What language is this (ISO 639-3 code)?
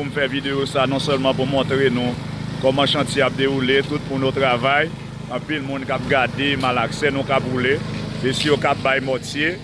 hat